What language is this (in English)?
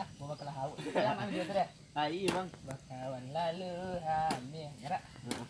Minangkabau